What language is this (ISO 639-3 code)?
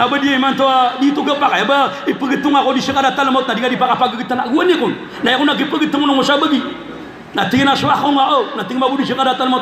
mrw